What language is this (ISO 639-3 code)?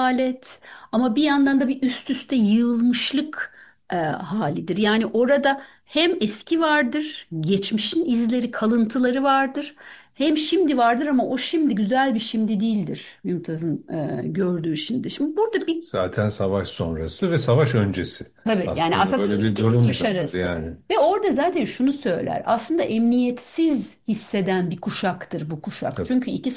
tur